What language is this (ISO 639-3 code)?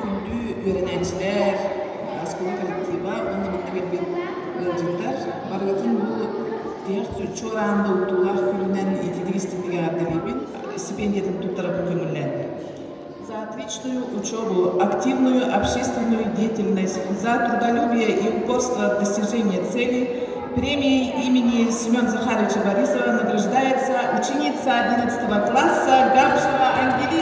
sah